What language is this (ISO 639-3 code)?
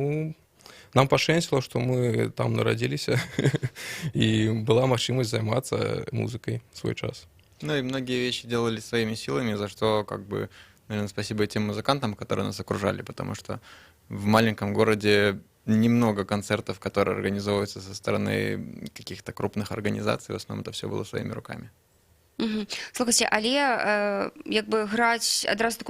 bel